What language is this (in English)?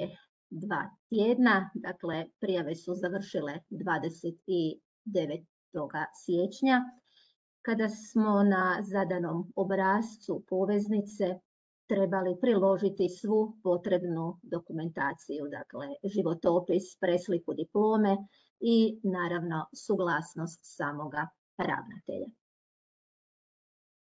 Croatian